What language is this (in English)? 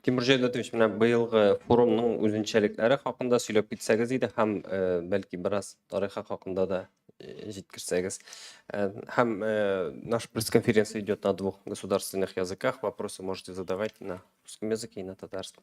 Tatar